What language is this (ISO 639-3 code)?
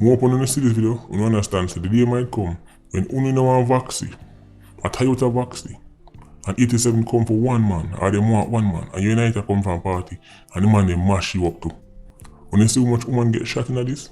jam